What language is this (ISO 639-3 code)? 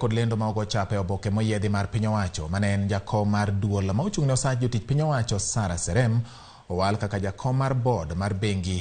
luo